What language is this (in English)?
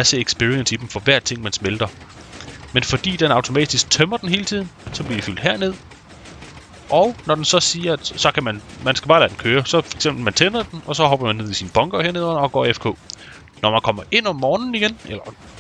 Danish